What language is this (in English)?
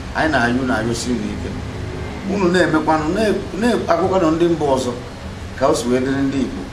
Igbo